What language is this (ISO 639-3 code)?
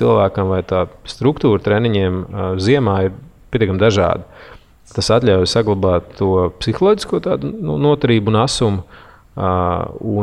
lav